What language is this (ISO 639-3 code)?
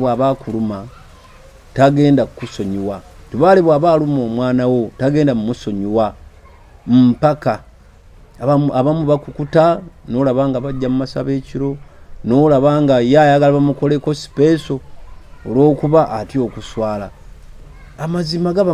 lug